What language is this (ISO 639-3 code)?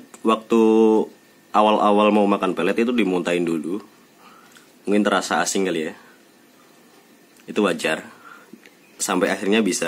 ind